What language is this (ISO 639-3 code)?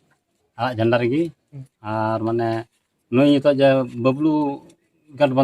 sat